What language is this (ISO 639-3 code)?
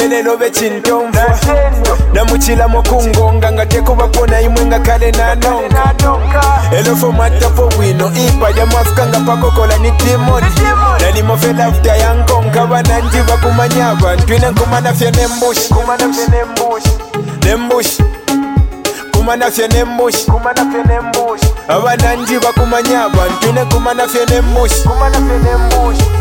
bem